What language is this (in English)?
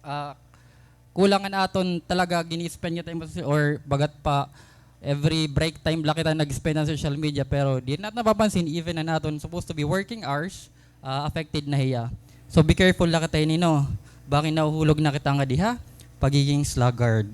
Waray